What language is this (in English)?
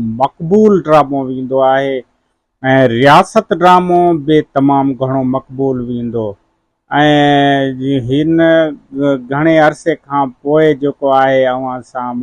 Sindhi